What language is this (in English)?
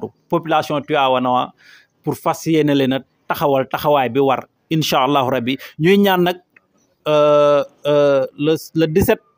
Wolof